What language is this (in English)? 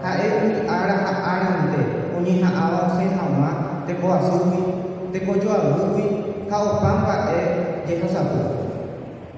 Guarani